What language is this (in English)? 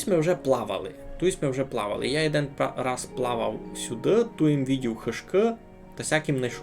Rusyn